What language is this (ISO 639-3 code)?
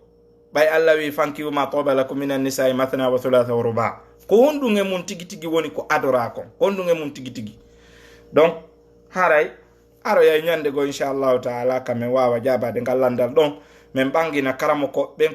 ful